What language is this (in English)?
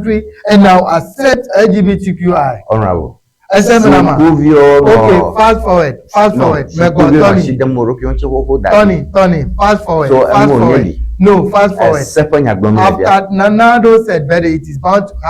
Ewe